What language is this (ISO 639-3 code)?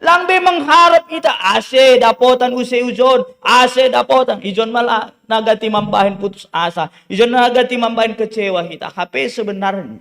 bts